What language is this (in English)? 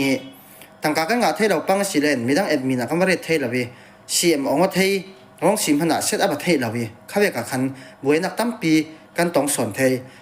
Falam Chin